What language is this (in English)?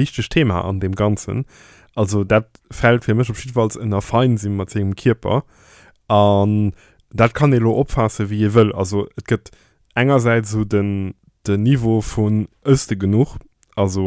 Luxembourgish